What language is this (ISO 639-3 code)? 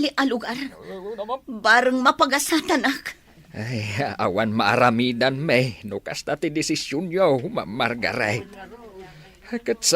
ilo